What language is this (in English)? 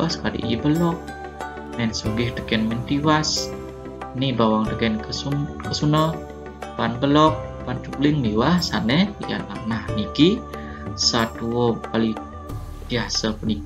Balinese